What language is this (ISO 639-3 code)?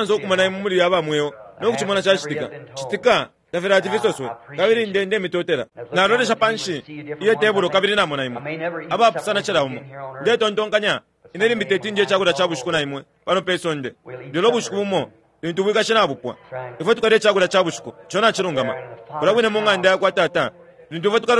bem